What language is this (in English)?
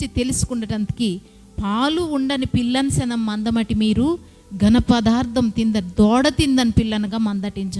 Koya